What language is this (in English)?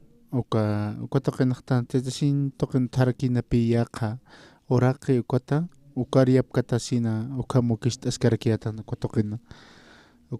Aymara